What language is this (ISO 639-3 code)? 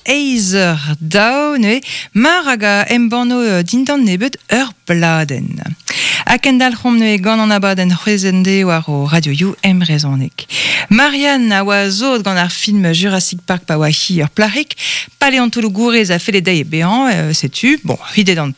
bre